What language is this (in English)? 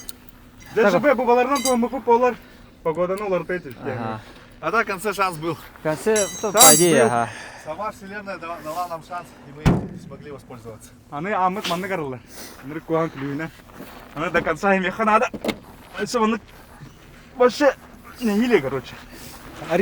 Yakut